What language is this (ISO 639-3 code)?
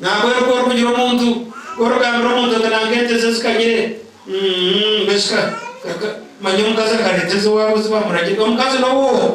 nyn